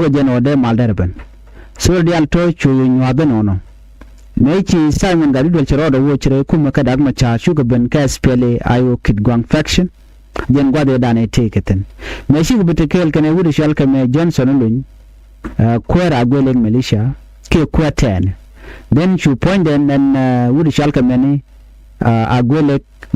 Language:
Nuer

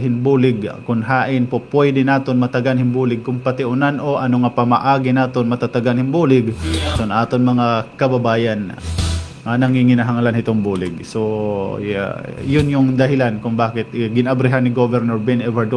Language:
Waray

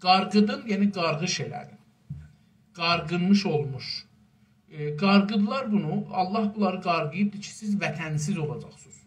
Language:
South Azerbaijani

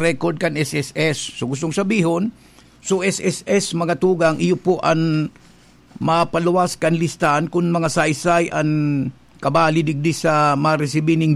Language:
Bikol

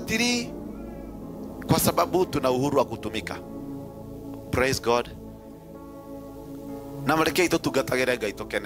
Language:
Swahili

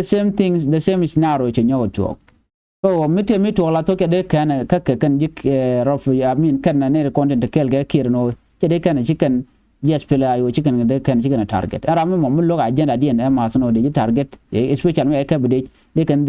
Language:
Nuer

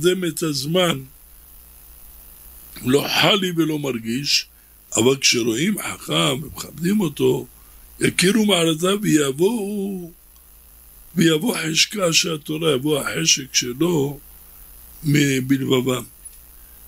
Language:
Hebrew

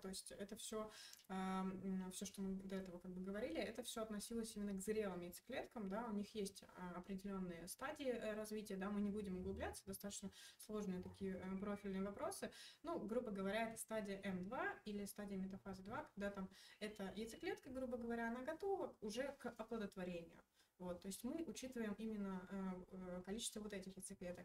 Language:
Russian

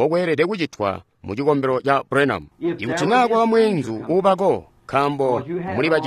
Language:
Tonga (Zambia)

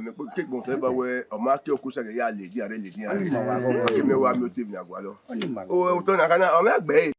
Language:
Bini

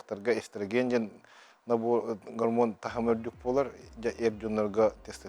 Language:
Yakut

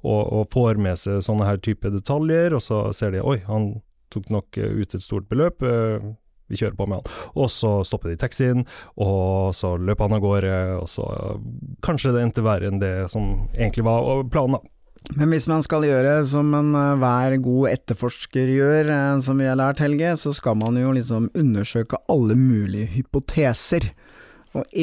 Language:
Norwegian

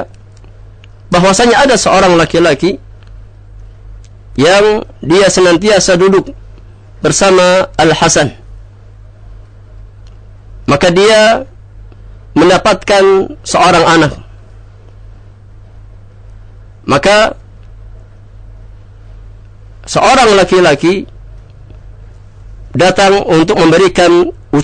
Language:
Indonesian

